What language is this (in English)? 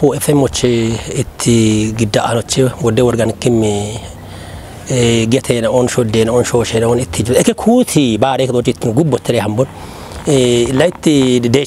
Kafa